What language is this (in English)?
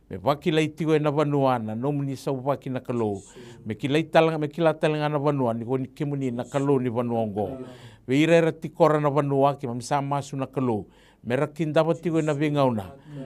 Fijian